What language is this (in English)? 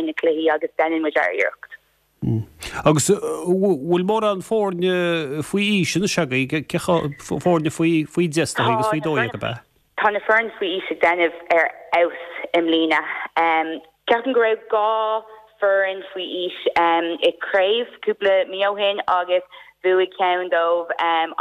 Irish